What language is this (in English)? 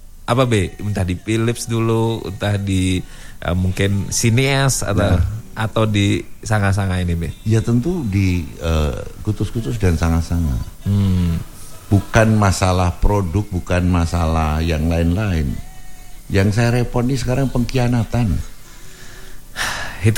Indonesian